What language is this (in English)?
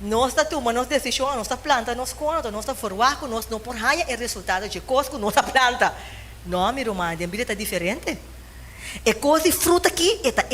Papiamento